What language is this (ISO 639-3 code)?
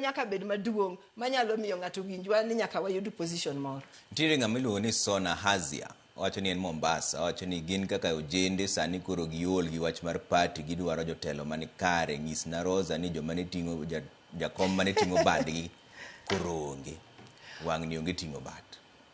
luo